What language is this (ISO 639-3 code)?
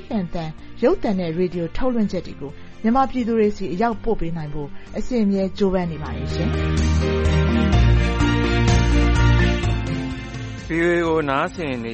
mya